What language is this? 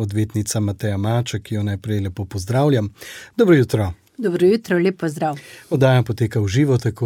Slovenian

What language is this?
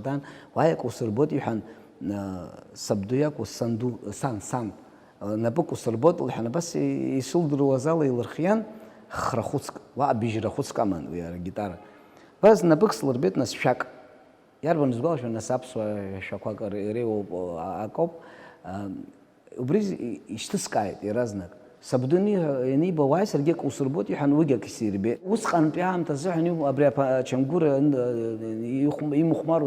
Abkhazian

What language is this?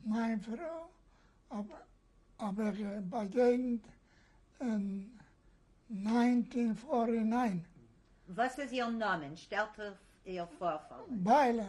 Yiddish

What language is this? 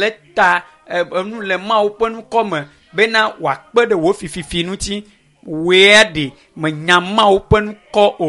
Ewe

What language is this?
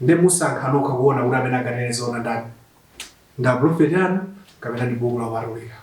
Nyanja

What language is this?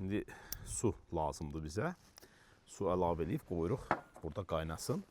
Azerbaijani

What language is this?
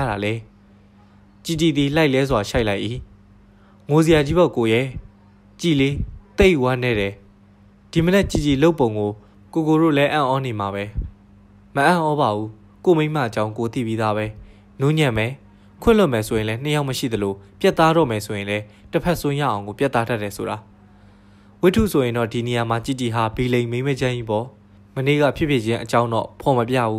Burmese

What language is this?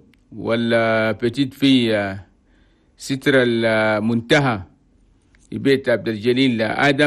Chadian Arabic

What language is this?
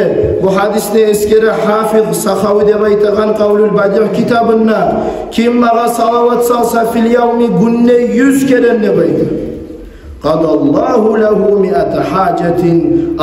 Kumyk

